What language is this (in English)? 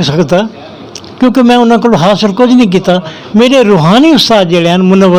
Saraiki